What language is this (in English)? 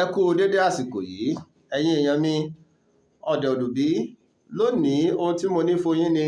Yoruba